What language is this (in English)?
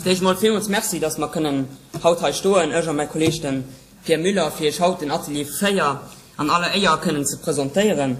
Luxembourgish